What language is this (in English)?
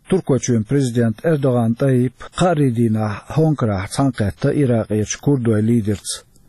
Chechen